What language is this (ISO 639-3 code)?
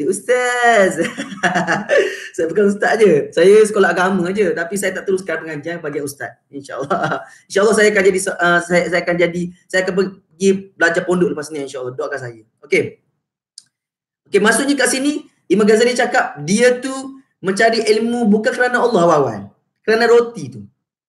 msa